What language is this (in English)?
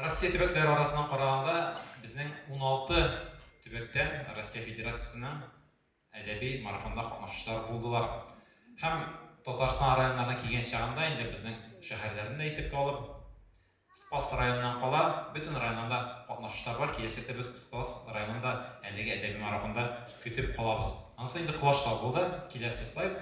Tatar